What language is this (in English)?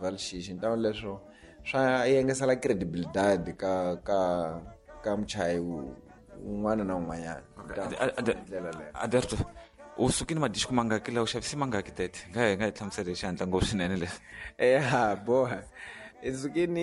Tsonga